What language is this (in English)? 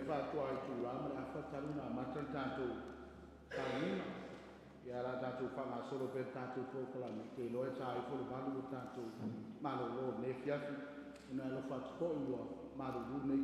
Samoan